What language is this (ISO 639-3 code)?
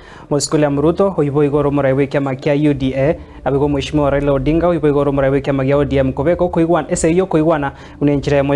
guz